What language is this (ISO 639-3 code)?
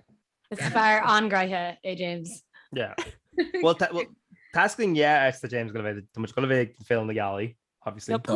gle